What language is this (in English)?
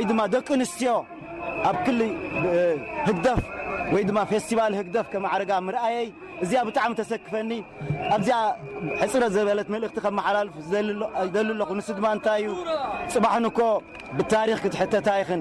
Tigrinya